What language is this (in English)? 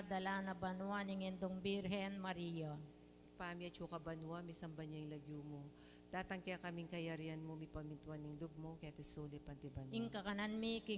Pampanga